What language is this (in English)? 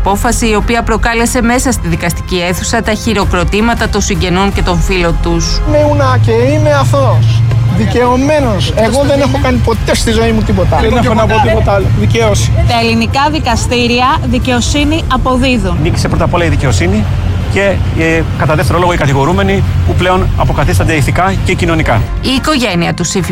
Greek